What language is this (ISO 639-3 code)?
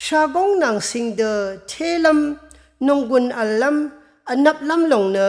raw